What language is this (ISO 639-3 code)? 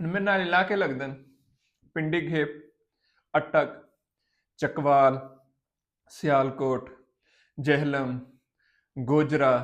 skr